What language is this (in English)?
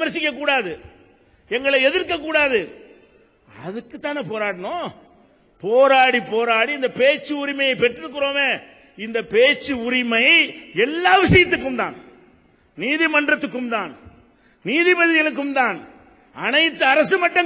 Tamil